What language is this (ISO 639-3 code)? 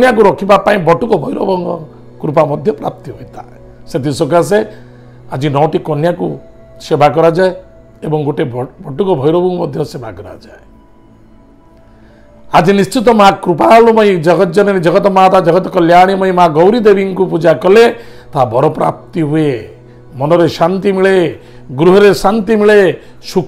ori